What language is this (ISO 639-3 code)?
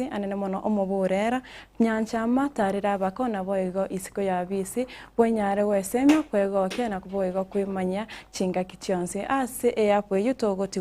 guz